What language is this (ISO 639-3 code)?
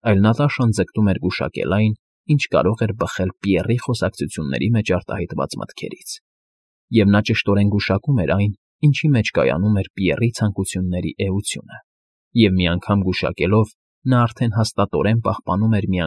hye